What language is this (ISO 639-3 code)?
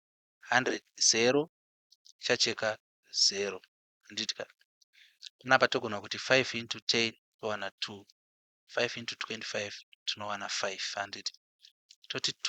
sna